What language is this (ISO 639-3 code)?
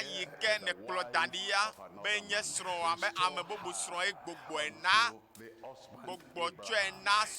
ewe